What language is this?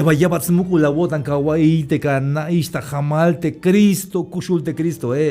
Tzeltal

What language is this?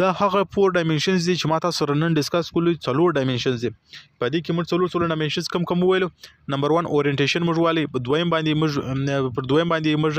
Pashto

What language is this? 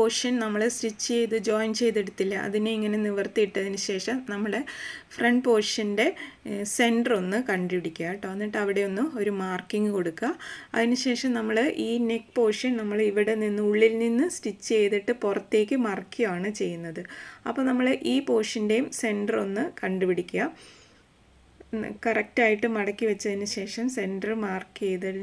Malayalam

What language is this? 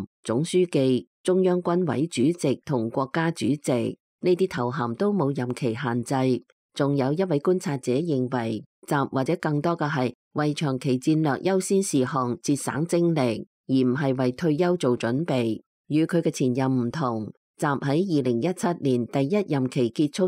Cantonese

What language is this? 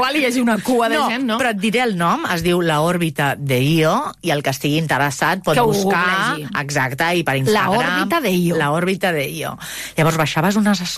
Catalan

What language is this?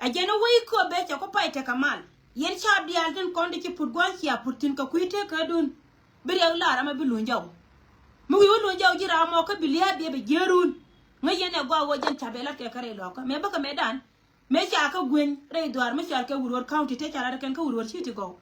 Nuer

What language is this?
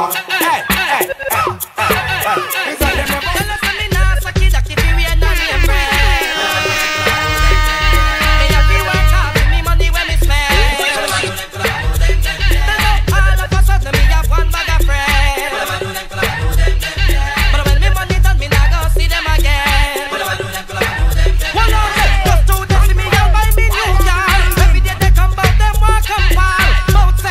English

